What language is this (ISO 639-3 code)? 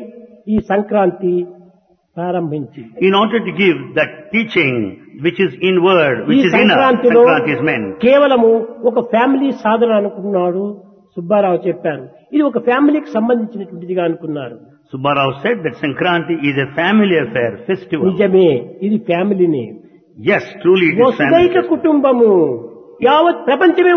tel